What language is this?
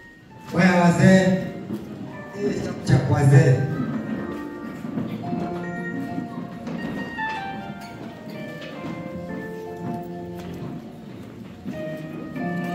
Kikuyu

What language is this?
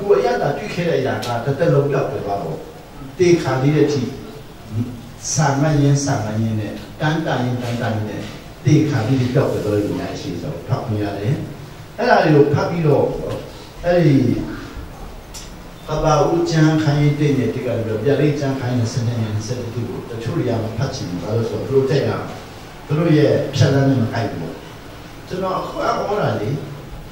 Burmese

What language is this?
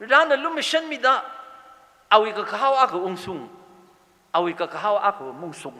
Tangkhul Naga (India)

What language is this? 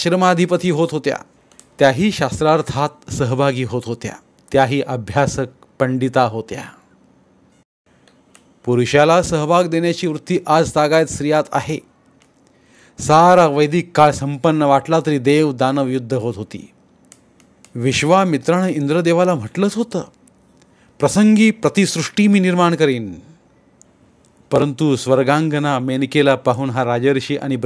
Marathi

